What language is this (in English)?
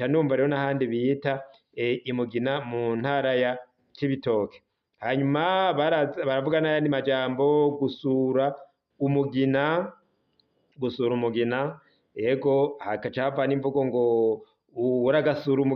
Rundi